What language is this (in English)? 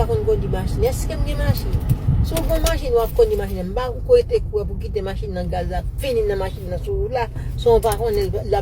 Haitian Creole